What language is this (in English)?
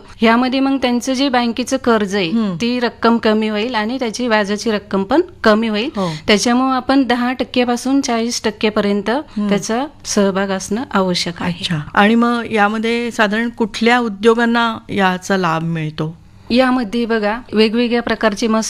Marathi